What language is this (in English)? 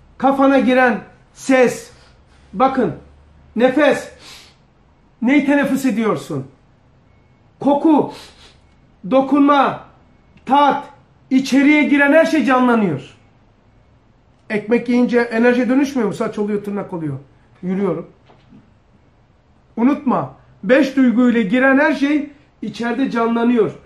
Turkish